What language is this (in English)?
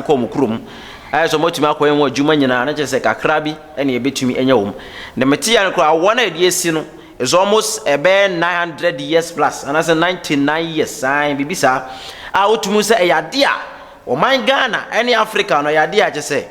Akan